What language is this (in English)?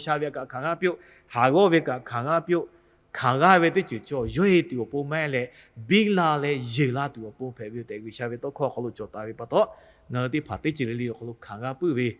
Lahu